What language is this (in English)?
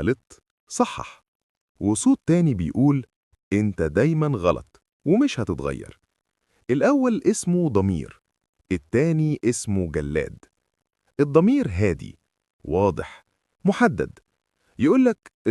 Egyptian Arabic